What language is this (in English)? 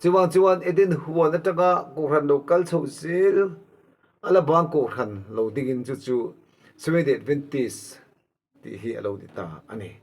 Mizo